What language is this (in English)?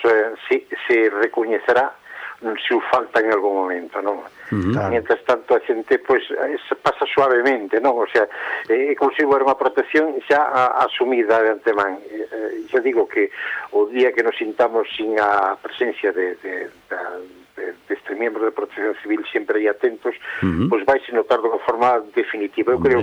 Galician